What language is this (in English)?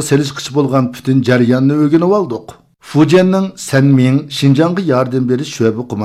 Uyghur